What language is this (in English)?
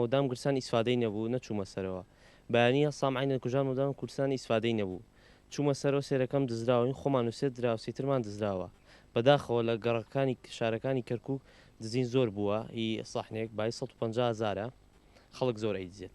Central Kurdish